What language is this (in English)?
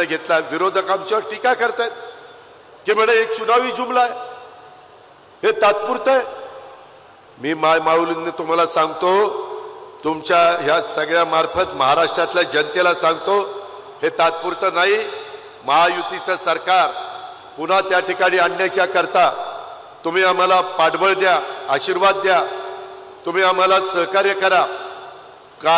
Marathi